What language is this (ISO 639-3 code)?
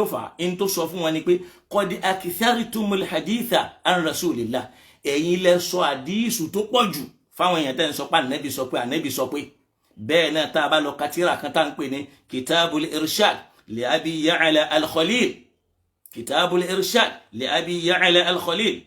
yor